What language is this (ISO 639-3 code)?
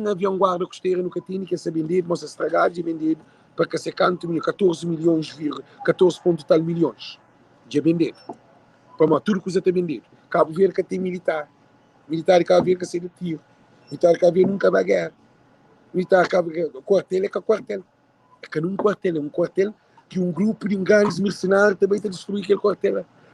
kea